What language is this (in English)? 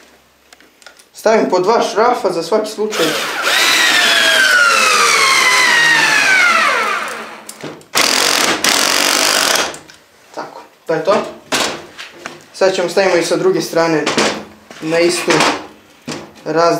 Serbian